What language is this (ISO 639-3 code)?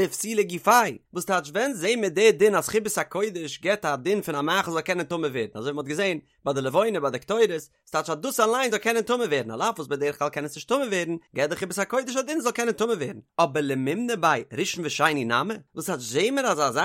yid